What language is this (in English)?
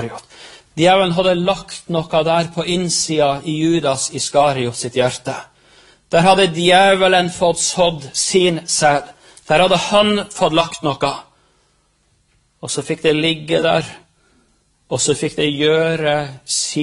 Norwegian